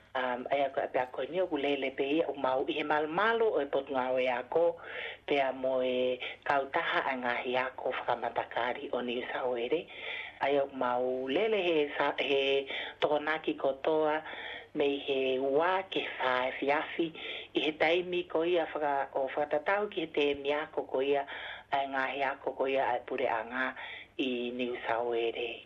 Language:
Tongan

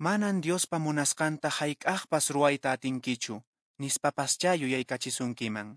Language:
Quechua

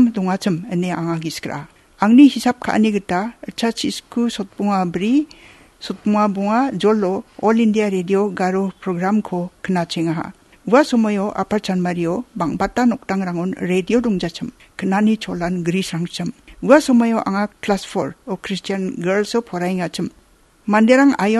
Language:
Garo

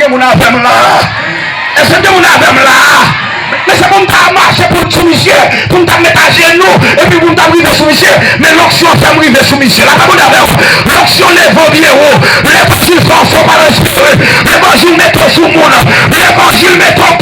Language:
Haitian Creole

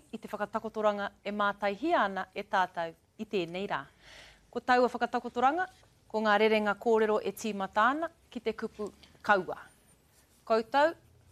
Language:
Māori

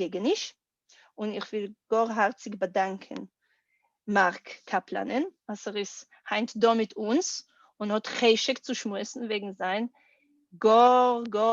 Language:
Yiddish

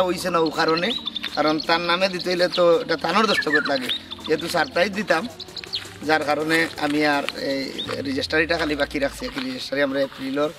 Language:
Sylheti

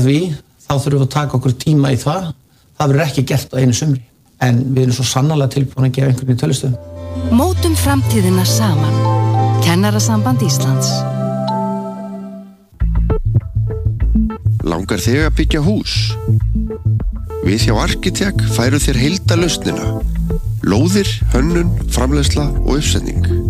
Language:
Icelandic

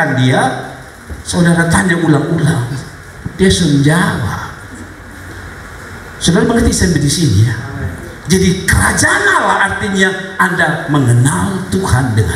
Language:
Indonesian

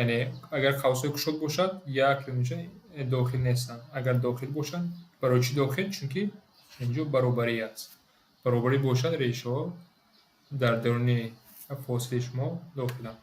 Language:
Tajik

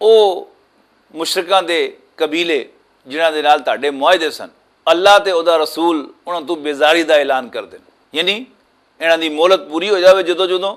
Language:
Western Panjabi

